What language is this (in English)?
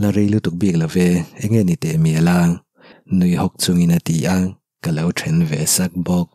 Mizo